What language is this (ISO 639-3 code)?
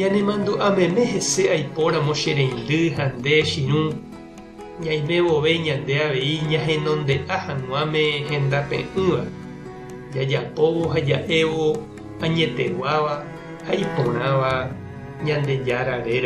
grn